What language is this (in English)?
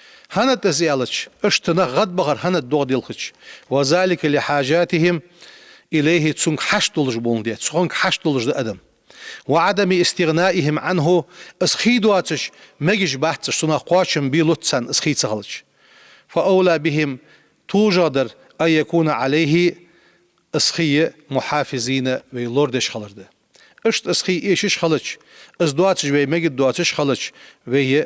Ingush